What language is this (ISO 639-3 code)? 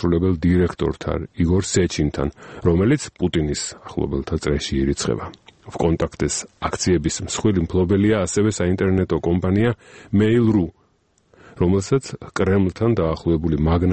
kat